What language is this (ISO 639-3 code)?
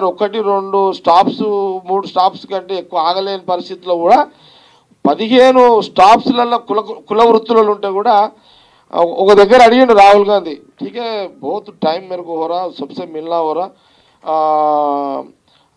tel